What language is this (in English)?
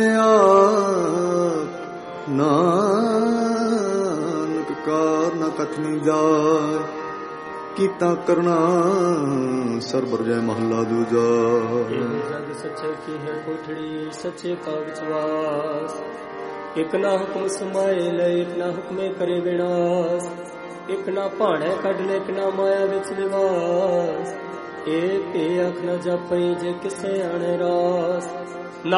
Punjabi